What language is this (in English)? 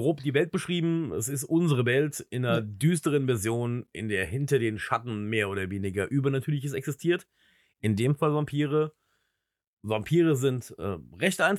German